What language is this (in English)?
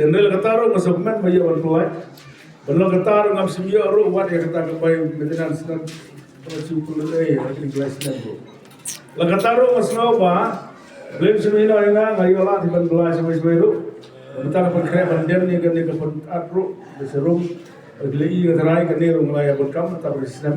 Khasi